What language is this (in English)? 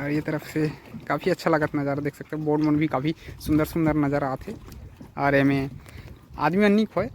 Chhattisgarhi